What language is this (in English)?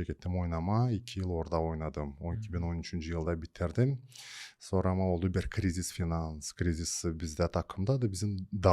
Gagauz